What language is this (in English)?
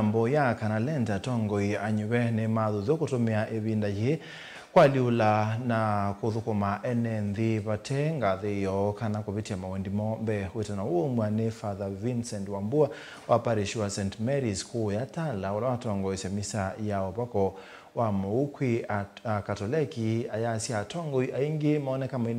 Kamba